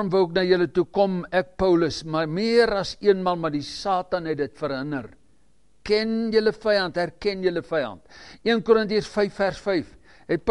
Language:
Afrikaans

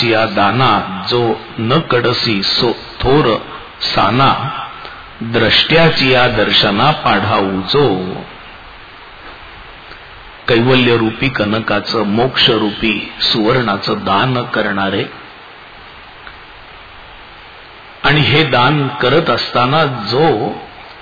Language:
Marathi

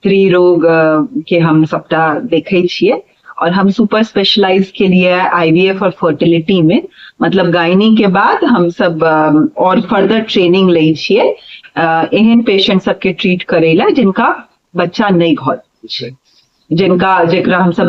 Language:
Maithili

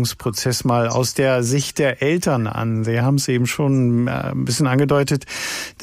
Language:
German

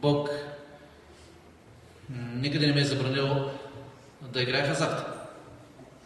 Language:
Bulgarian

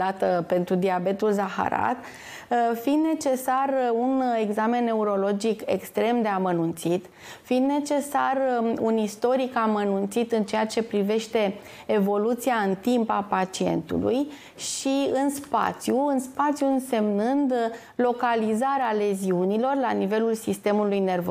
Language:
Romanian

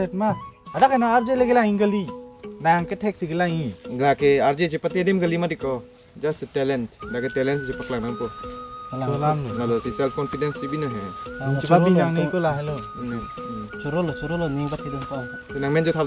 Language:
Karbi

